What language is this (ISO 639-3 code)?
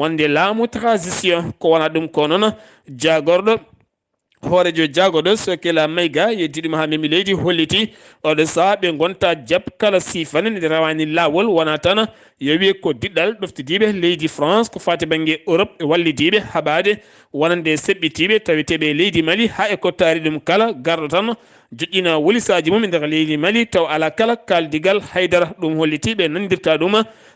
ful